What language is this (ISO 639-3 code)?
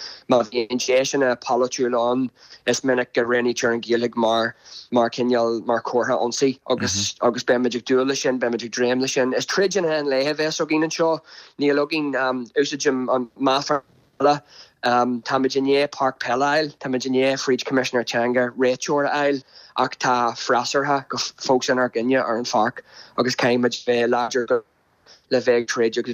gle